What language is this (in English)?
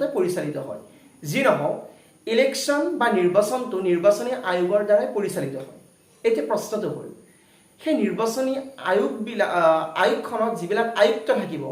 Assamese